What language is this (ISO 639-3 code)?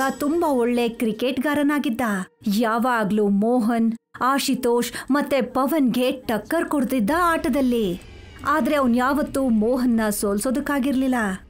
kan